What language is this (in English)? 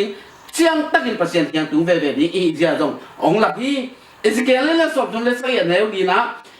Tedim Chin